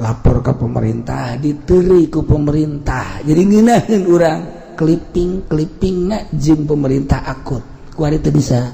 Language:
Sundanese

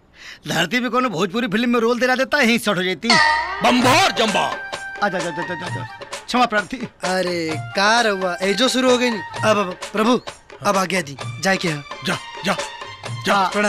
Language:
Bhojpuri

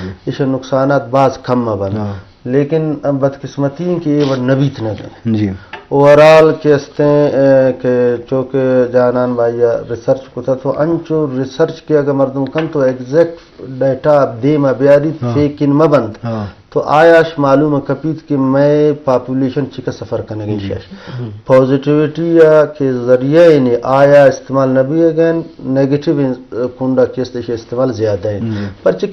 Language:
Baluchi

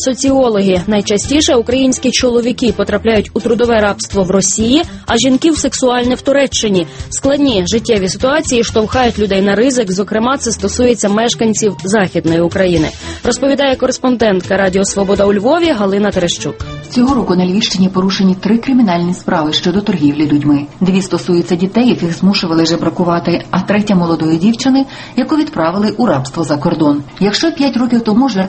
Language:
Ukrainian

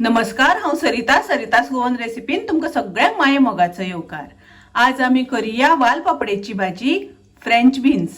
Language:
Konkani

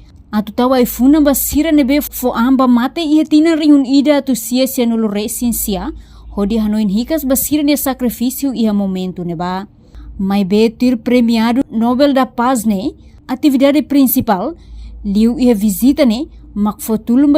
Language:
Tetum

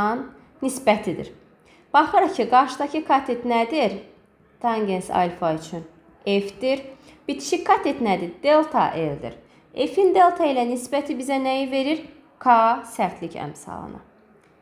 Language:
Azerbaijani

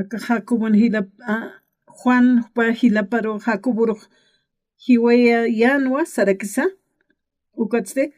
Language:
Aymara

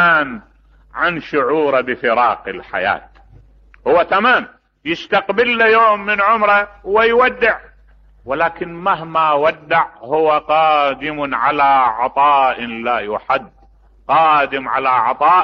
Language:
Mesopotamian Arabic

